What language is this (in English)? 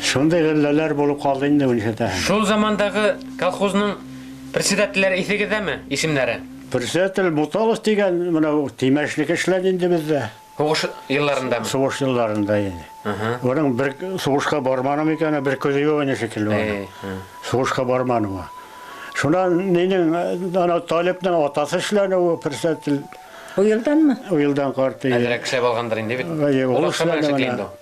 Bashkir